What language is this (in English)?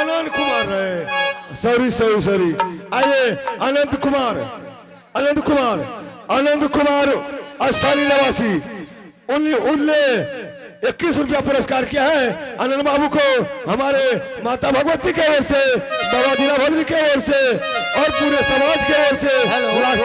Angika